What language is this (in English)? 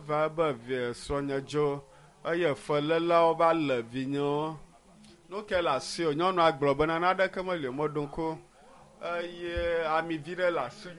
Ewe